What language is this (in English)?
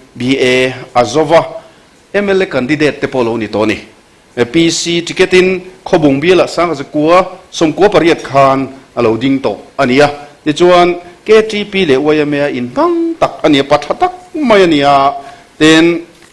Mizo